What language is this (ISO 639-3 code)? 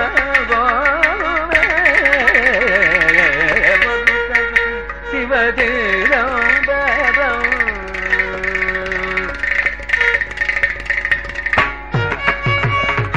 tam